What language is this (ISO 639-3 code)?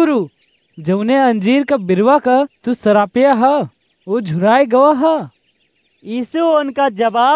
awa